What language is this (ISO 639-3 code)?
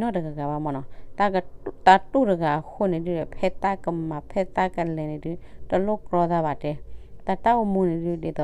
ksw